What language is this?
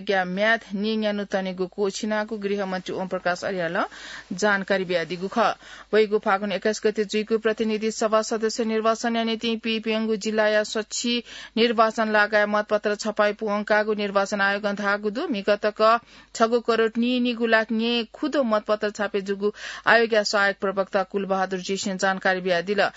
Newari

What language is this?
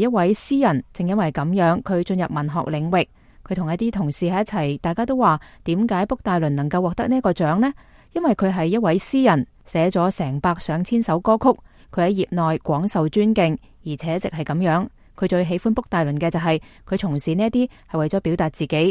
Cantonese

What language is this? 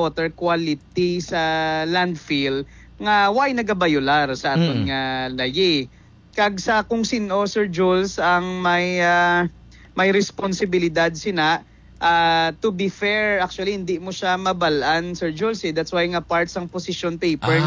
Hiligaynon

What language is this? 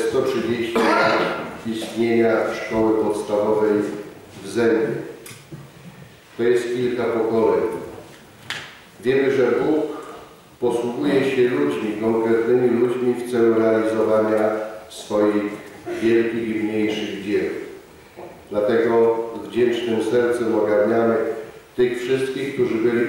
Polish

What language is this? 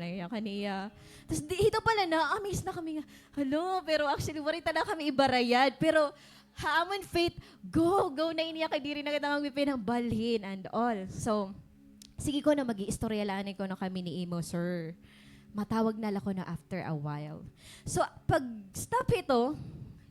Waray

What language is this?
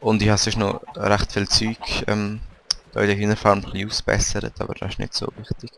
Swiss German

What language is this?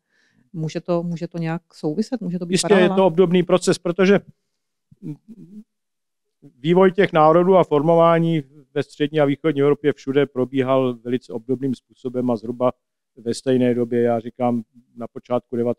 Czech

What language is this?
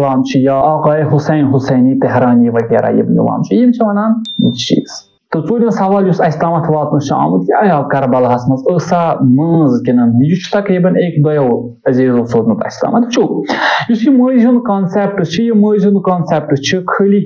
Kashmiri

